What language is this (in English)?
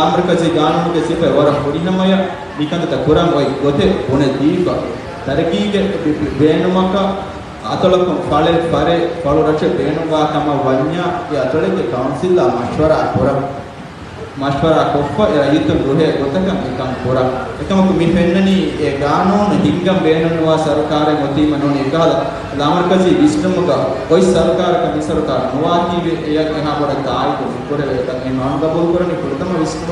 Divehi